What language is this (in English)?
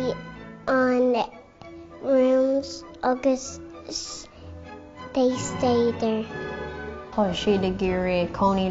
Irish